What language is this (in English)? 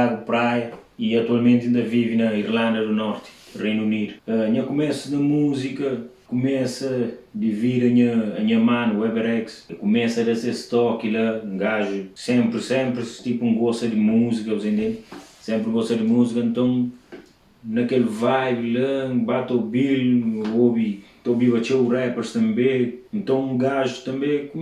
Kabuverdianu